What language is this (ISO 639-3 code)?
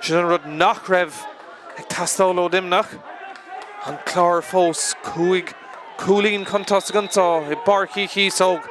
gle